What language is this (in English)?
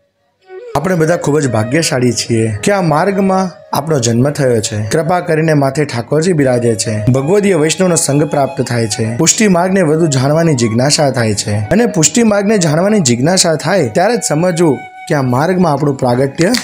Gujarati